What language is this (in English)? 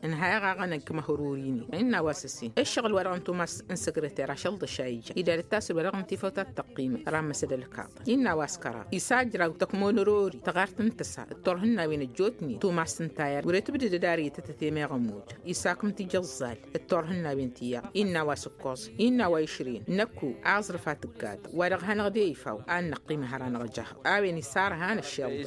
Tamasheq